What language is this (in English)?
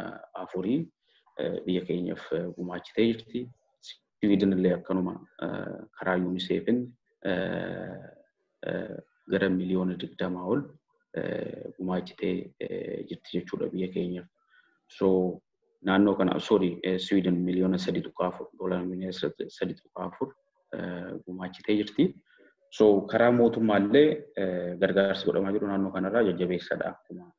Oromo